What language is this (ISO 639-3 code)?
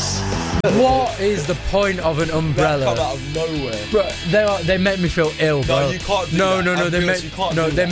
eng